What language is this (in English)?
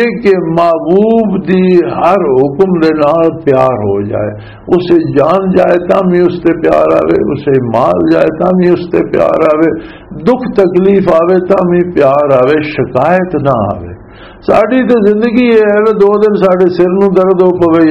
Western Panjabi